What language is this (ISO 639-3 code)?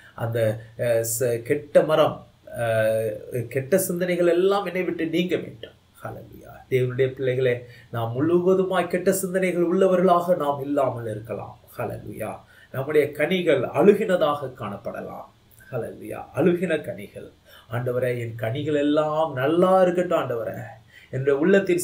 tam